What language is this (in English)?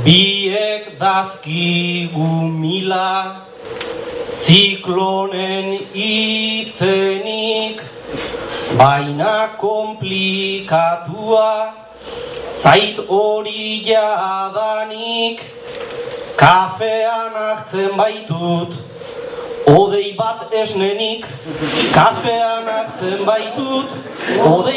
Basque